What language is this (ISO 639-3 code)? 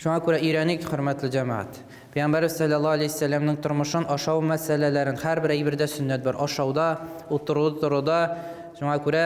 tat